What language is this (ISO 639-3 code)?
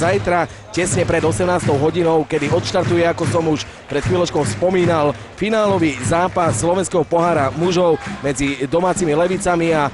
slk